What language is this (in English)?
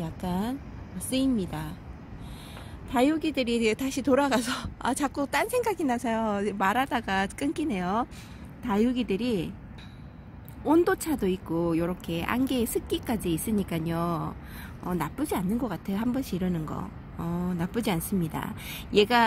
Korean